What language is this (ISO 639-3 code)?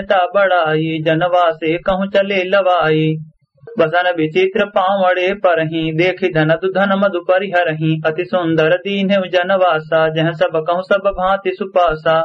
awa